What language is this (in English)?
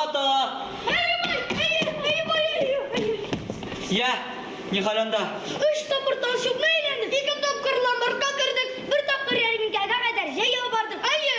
Tatar